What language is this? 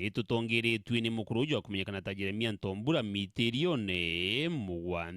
Meru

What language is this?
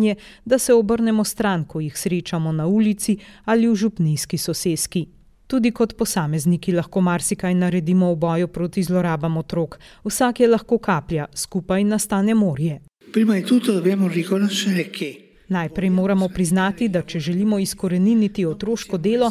Slovenian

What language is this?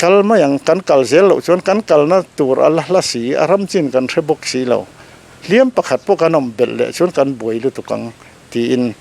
Mizo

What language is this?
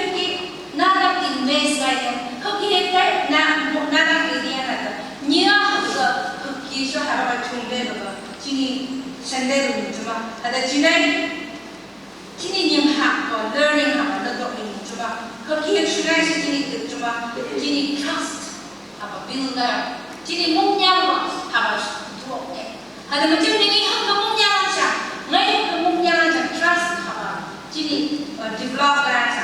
Phom Naga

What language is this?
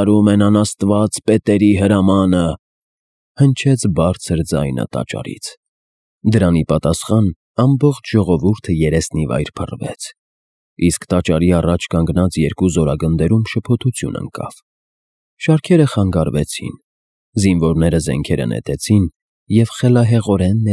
Armenian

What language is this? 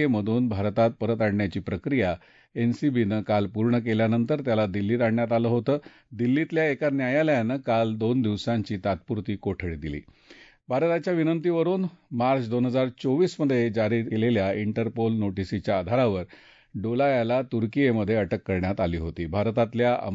Marathi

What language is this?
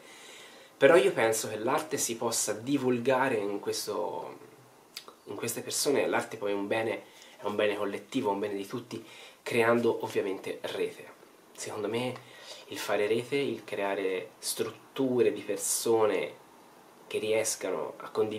Italian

